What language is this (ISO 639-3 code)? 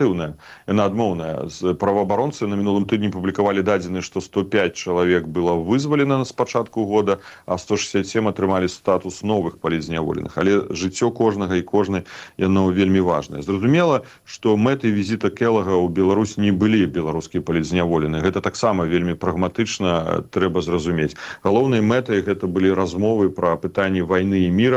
bel